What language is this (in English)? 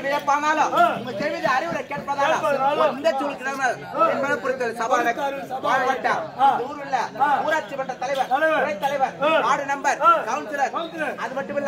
Tamil